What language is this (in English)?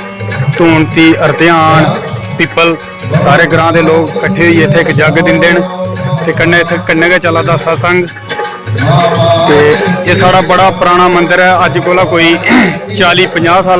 Dogri